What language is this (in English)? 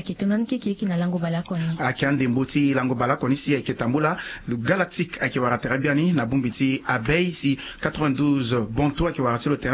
Sango